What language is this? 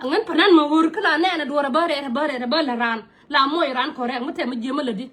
Nuer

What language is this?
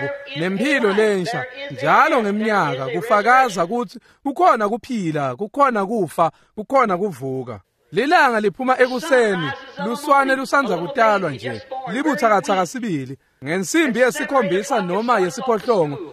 Swati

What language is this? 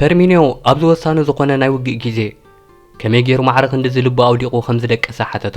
Tigrinya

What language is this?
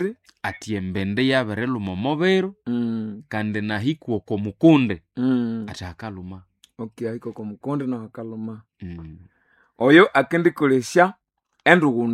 Nande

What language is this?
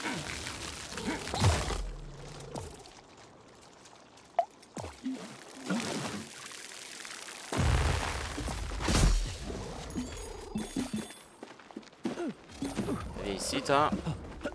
French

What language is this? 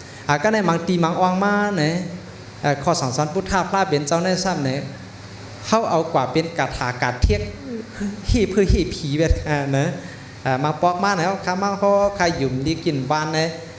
Shan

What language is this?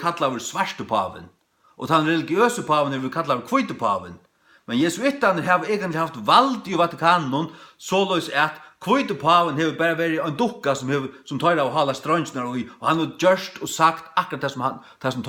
Faroese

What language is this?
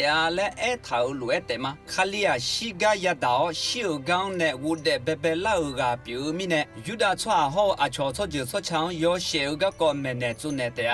Akha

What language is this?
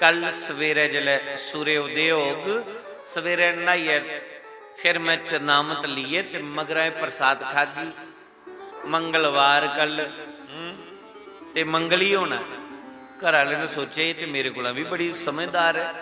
Dogri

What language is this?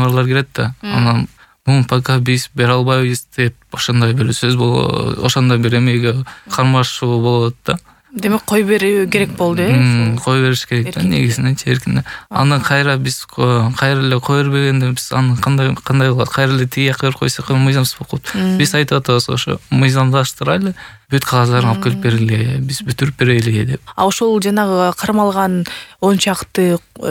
Kyrgyz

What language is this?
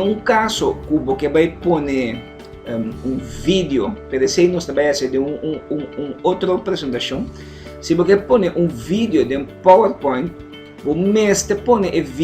Papiamento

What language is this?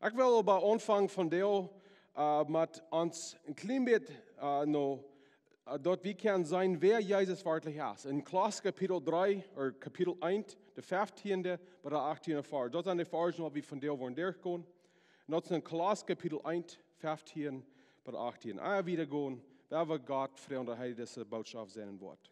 Plautdietsch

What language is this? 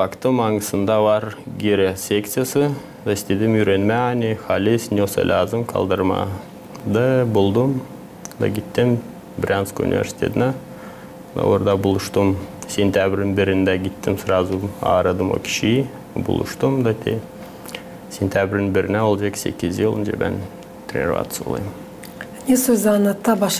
Gagauz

